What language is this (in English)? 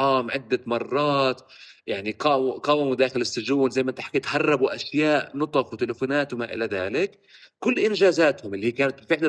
North Levantine Arabic